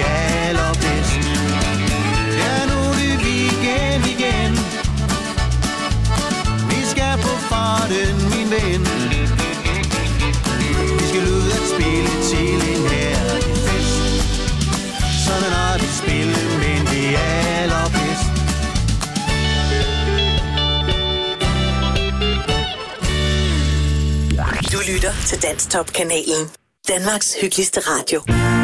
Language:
Danish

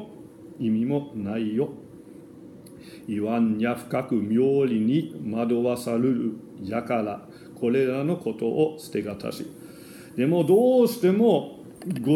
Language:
Japanese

